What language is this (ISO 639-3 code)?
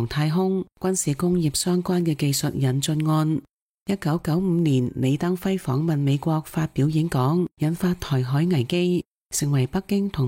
yue